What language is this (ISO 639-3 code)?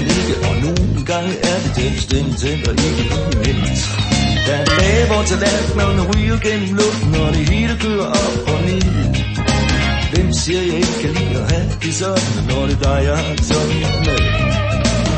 dan